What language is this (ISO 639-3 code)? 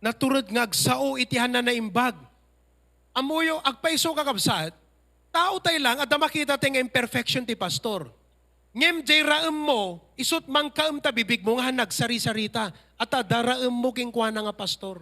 ilo